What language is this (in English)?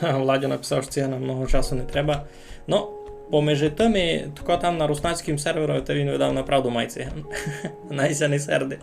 Rusyn